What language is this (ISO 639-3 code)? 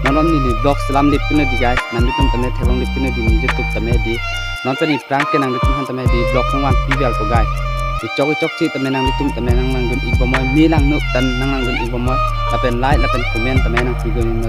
mjw